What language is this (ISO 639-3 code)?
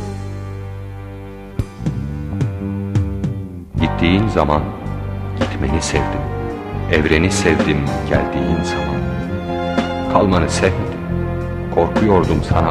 tur